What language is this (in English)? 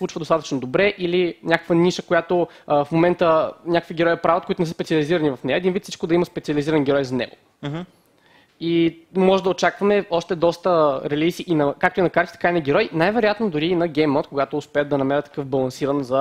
Bulgarian